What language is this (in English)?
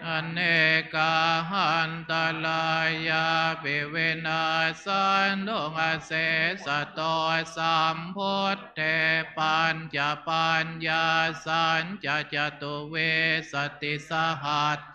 Pali